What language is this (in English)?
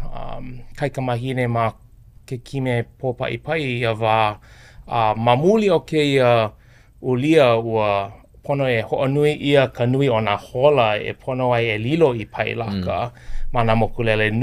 Hawaiian